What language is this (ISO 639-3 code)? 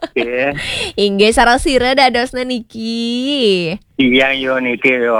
ban